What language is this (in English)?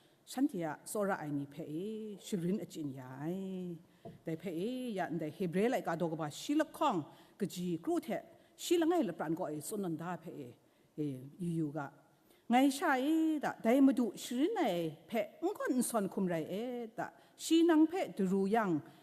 Kachin